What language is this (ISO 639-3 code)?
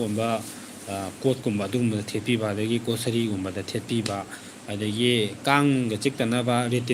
mni